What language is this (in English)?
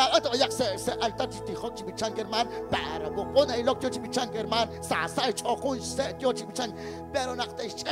Kekchí